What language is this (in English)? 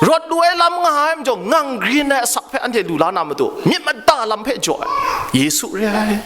Kachin